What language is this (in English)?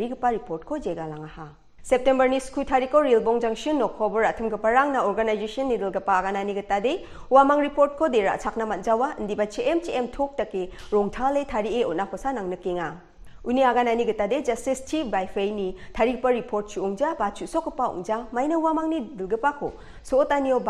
Garo